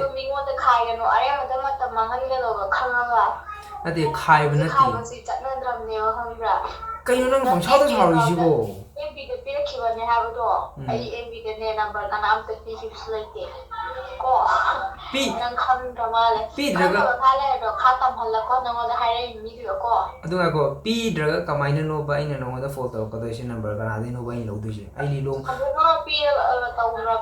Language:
Manipuri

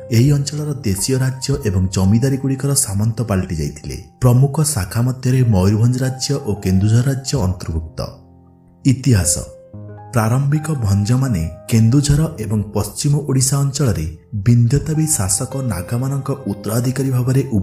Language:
Odia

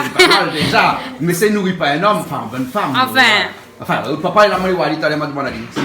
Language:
Réunion Creole French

